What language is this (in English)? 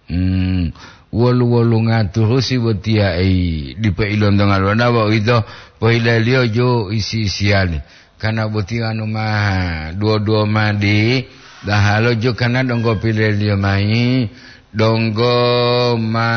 Gorontalo